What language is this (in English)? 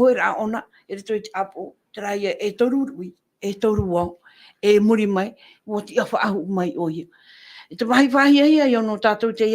Tahitian